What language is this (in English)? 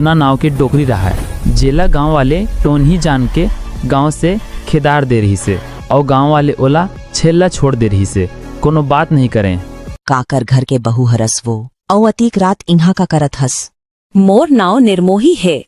Chhattisgarhi